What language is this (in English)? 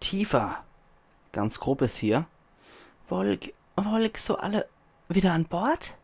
Palatine German